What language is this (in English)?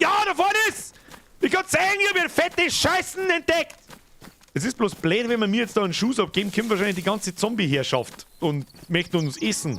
Bavarian